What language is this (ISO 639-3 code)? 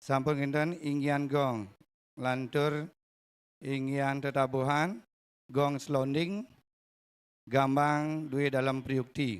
ban